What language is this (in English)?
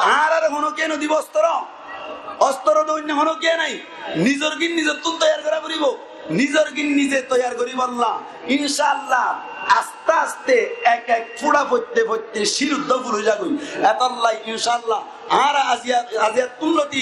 Rohingya